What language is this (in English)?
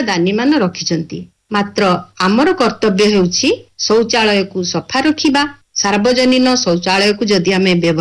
Odia